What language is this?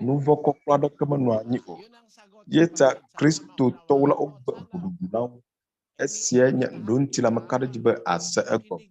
Ewe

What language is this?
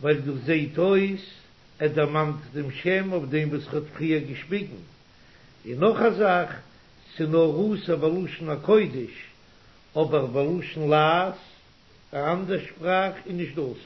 Yiddish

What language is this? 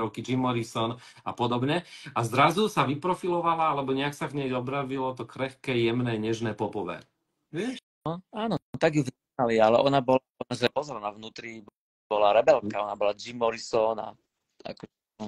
Slovak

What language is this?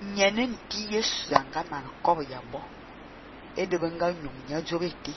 Fang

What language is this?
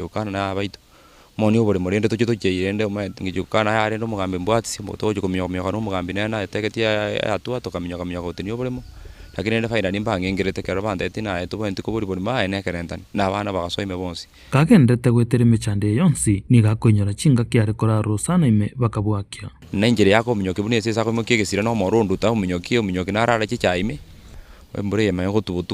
Gusii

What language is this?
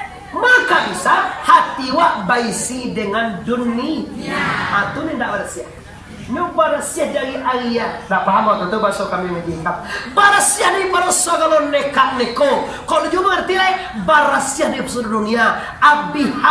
Minangkabau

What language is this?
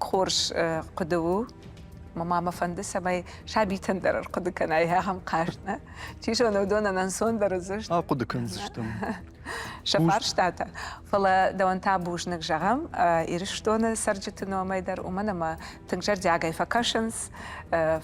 Ossetic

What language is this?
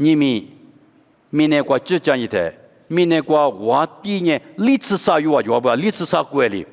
Lisu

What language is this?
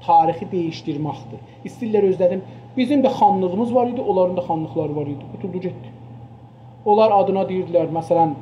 South Azerbaijani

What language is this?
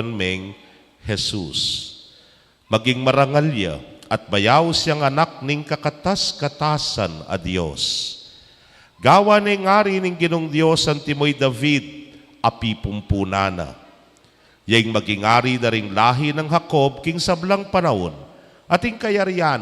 Pampanga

